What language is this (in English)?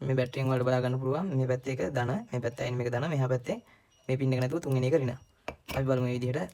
Sinhala